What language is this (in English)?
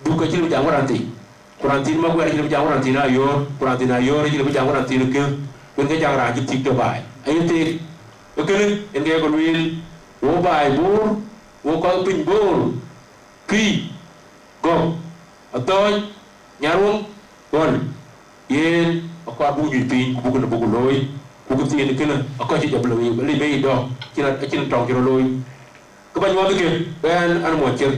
Dinka